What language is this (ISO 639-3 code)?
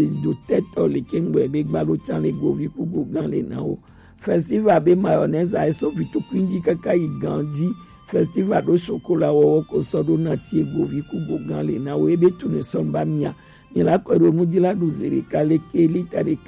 gej